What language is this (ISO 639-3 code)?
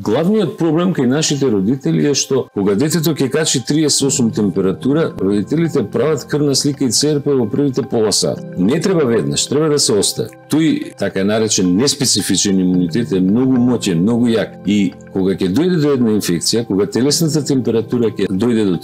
mkd